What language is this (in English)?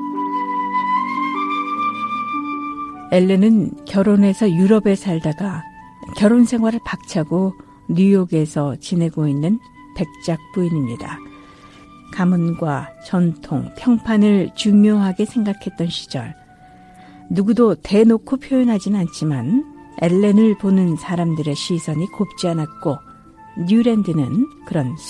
Korean